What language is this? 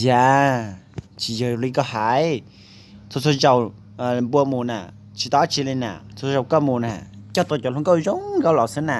Hmong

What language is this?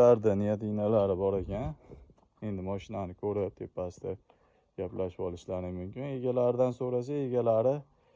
Uzbek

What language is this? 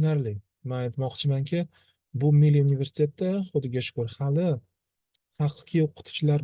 Uzbek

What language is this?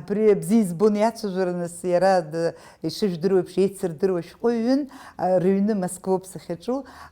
Abkhazian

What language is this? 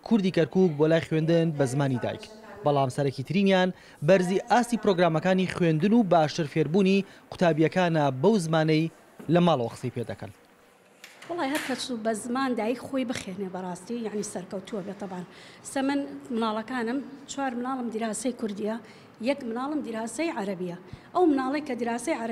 Central Kurdish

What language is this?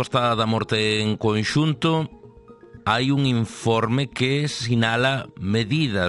Galician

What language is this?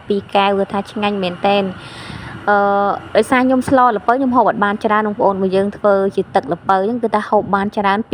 Khmer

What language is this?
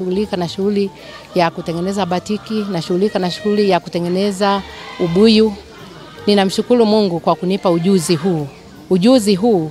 Swahili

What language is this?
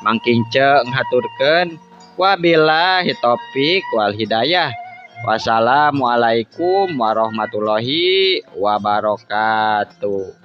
Sundanese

